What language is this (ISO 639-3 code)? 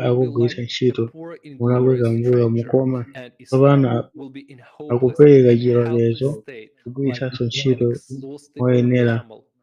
nya